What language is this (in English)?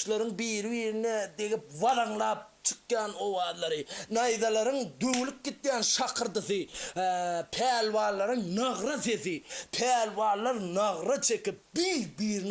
Turkmen